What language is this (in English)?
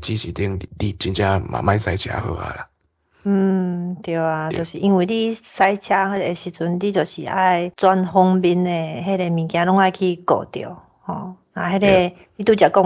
Min Nan Chinese